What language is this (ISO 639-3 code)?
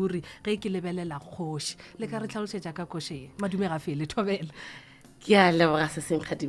nso